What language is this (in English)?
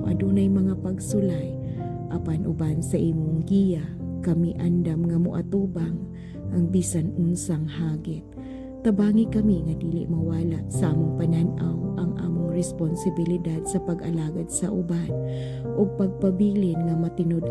Cebuano